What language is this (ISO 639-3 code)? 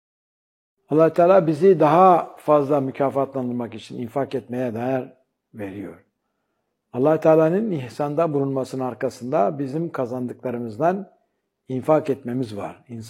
tur